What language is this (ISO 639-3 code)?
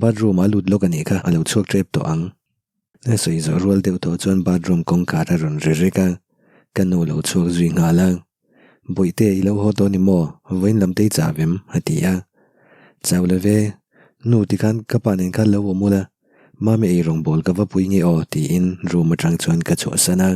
lus